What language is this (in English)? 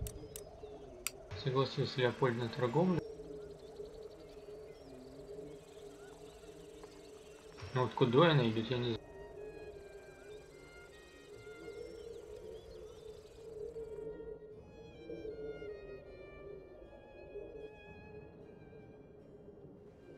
Russian